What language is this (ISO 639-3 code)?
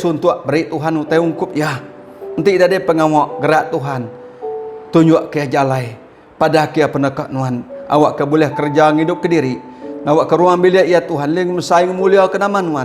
iba